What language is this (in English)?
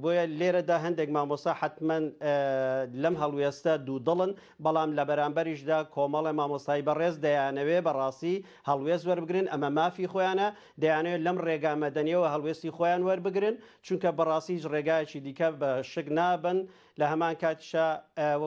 Central Kurdish